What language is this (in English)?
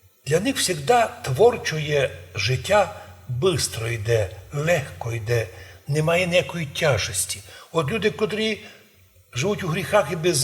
Rusyn